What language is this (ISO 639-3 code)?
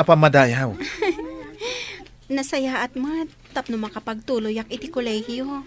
ilo